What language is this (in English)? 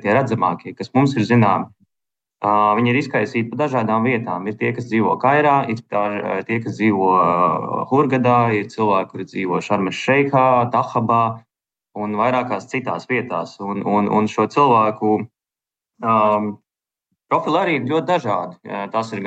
Latvian